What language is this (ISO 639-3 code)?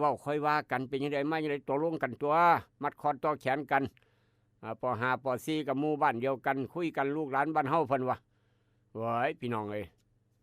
tts